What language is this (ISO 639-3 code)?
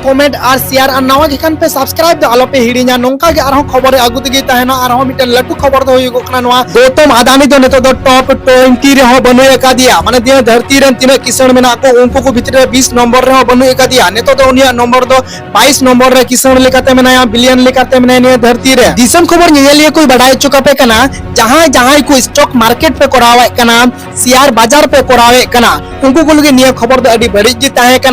sat